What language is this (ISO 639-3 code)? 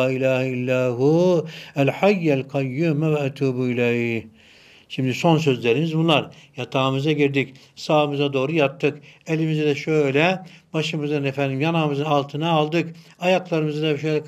tur